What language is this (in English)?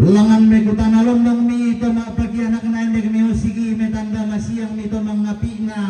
Toraja-Sa'dan